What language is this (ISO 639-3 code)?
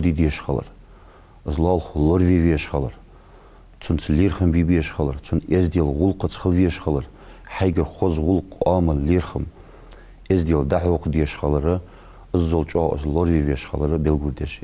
inh